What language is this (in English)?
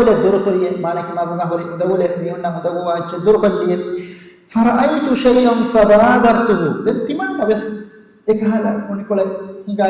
Divehi